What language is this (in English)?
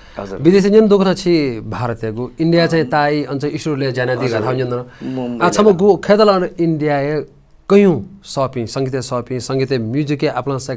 Newari